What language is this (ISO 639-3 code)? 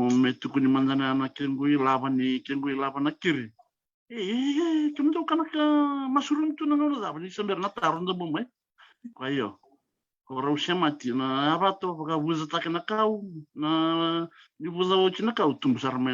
fij